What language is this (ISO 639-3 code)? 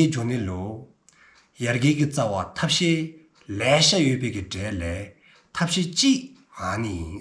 dzo